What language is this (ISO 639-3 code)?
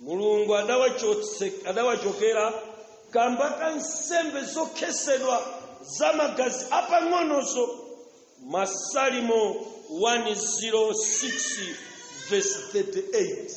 nya